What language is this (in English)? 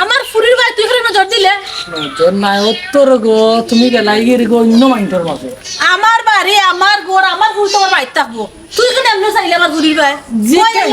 Sylheti